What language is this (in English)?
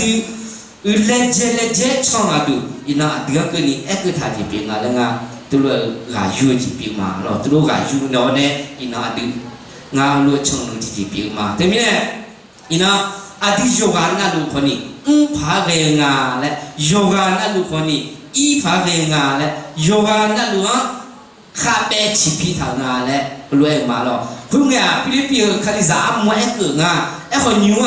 Akha